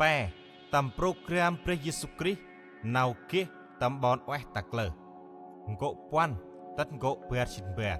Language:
Central Mnong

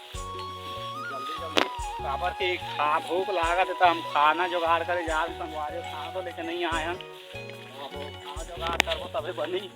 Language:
Chhattisgarhi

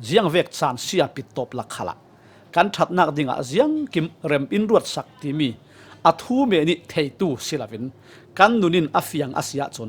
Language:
Falam Chin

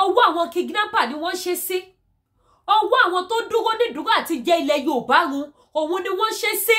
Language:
Yoruba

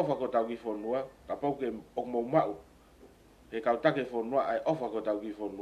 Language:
Tongan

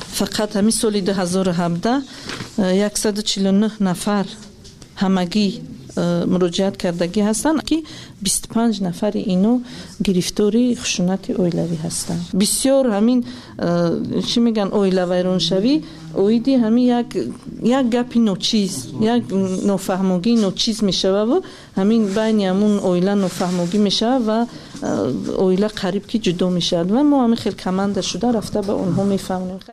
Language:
Tajik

